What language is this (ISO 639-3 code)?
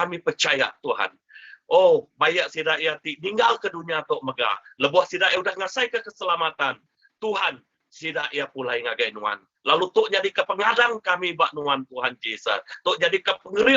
iba